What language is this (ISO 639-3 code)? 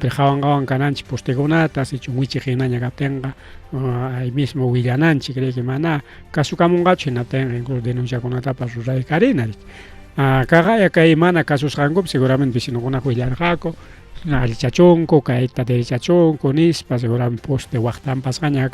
quy